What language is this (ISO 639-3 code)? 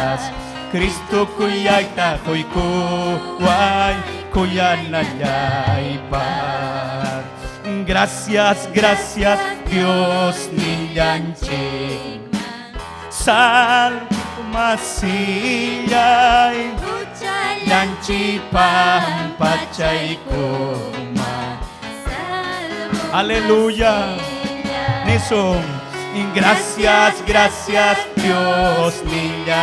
quy